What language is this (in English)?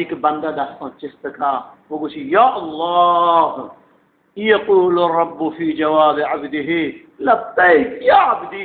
Eastern Balochi